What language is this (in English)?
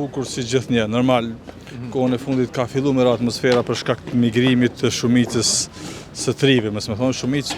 Albanian